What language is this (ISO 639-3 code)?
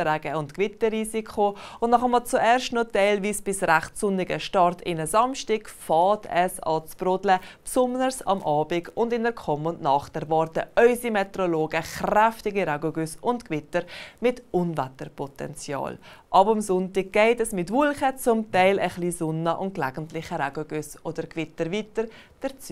gsw